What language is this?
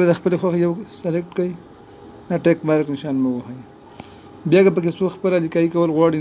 Pashto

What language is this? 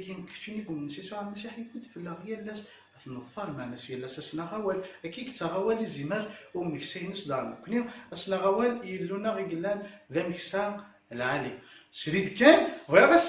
Kabyle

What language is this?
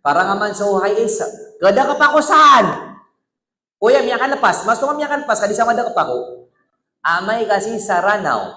Maranao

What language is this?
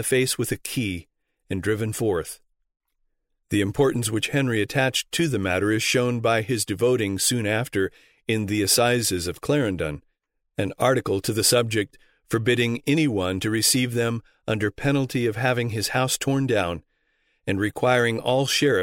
English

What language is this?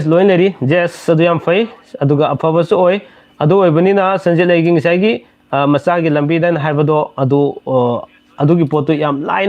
Manipuri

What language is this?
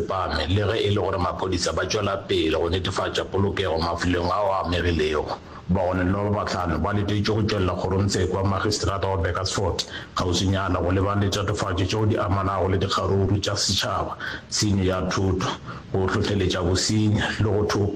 Northern Sotho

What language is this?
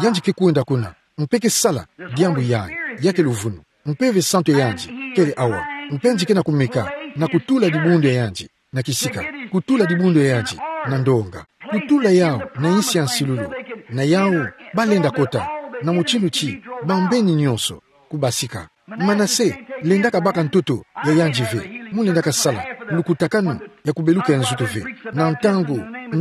Kituba (Democratic Republic of Congo)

